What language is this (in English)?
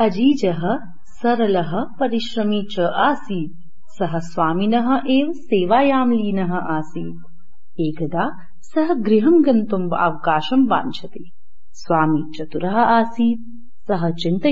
Sanskrit